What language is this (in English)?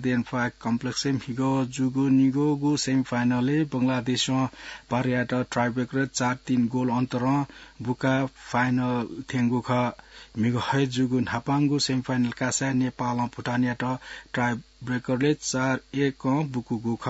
Newari